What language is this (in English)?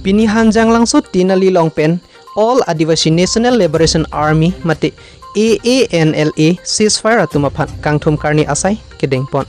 Karbi